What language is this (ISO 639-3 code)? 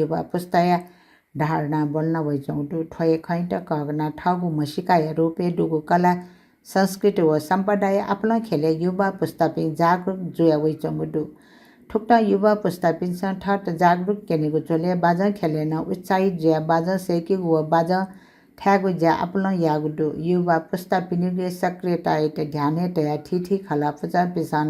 new